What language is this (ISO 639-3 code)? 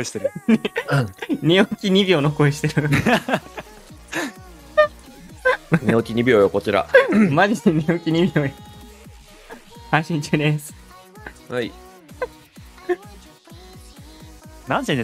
jpn